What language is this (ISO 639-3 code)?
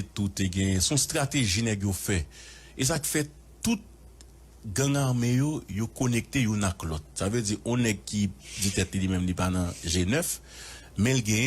hat